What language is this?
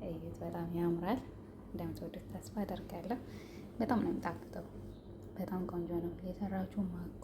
Amharic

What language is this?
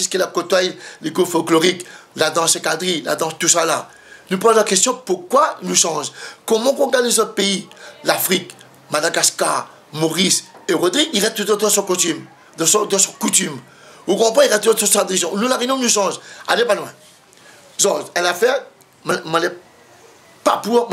Réunion Creole French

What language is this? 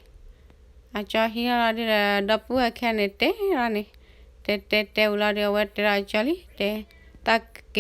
S'gaw Karen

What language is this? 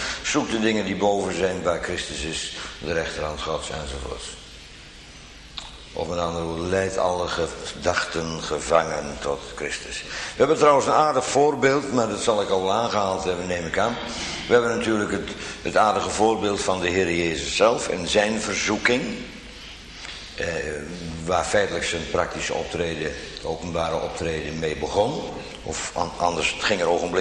Dutch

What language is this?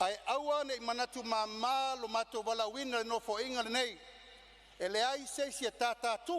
Samoan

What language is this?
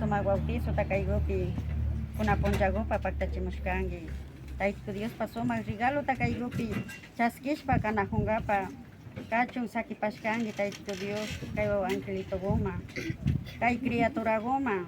Imbabura Highland Quichua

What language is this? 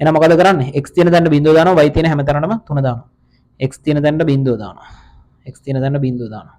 Sinhala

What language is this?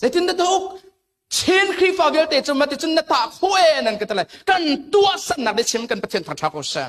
Hakha Chin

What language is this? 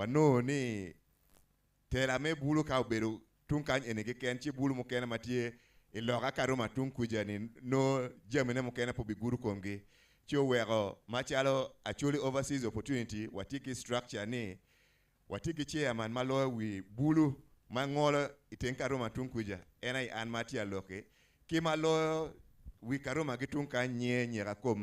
Acoli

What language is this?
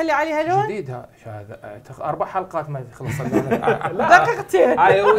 Mesopotamian Arabic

